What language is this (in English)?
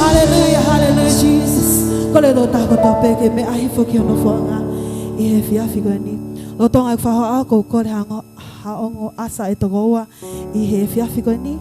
Tongan